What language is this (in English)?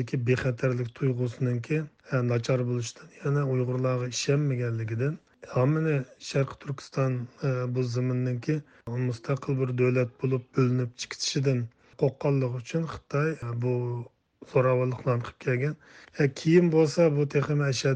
Uyghur